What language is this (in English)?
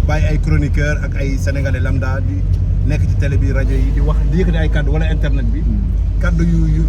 Wolof